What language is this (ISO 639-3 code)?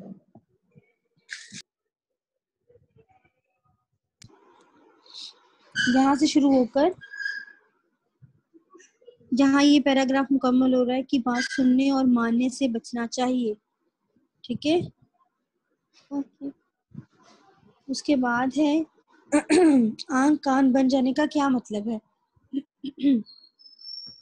urd